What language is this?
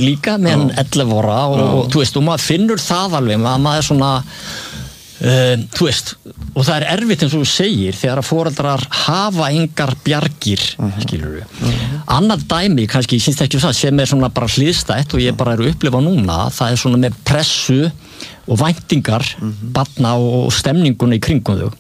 Icelandic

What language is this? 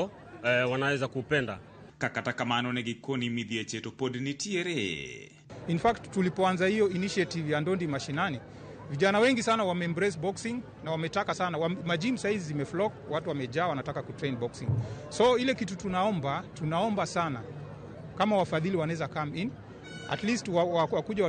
Luo (Kenya and Tanzania)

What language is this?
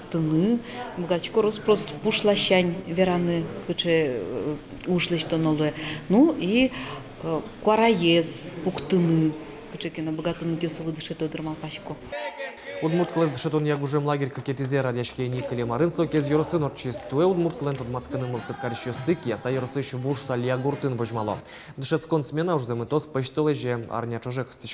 Udmurt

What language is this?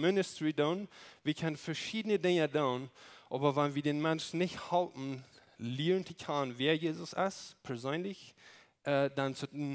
Plautdietsch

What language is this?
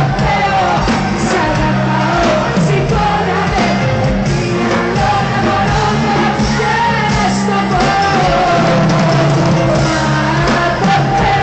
Greek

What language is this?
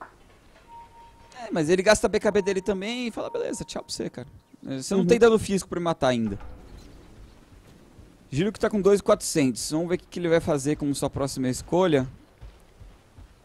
Portuguese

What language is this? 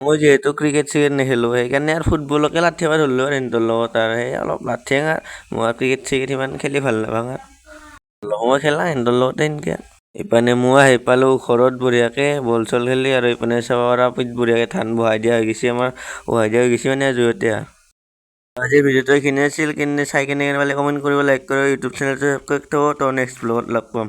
Assamese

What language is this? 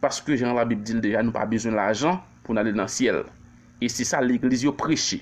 Haitian Creole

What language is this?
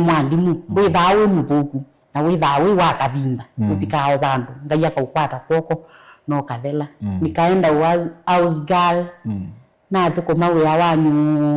Kamba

